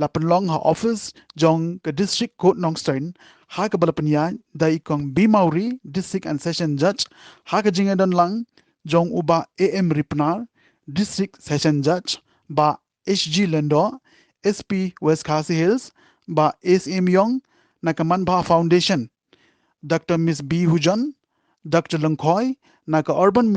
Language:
Khasi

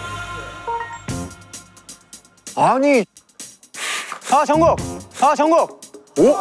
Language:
Korean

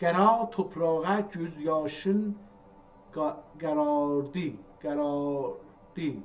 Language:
South Azerbaijani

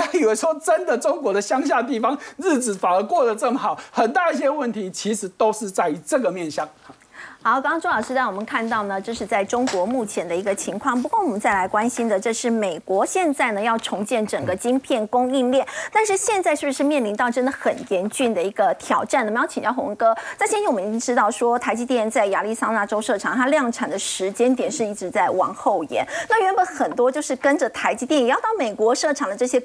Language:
Chinese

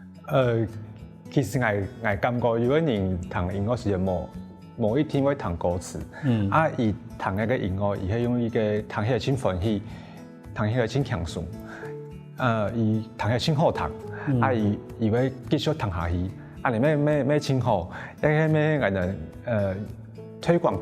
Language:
Hakka Chinese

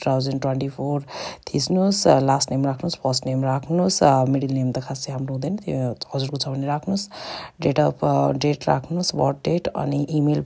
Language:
Nepali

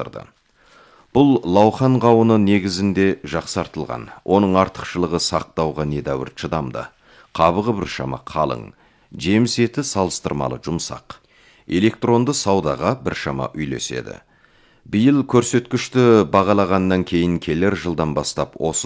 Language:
Kazakh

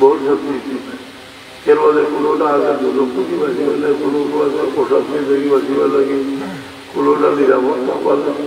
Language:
Sylheti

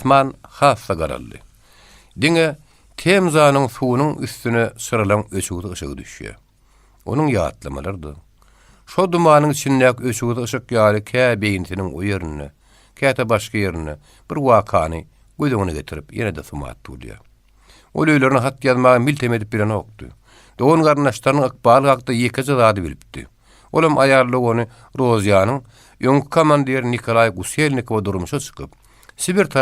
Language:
Turkmen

